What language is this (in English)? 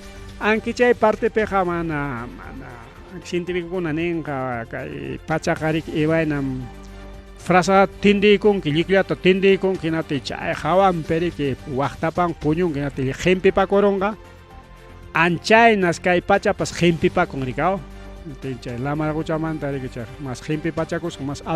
Ayacucho Quechua